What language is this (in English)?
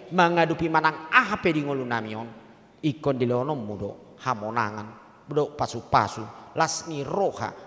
Batak Toba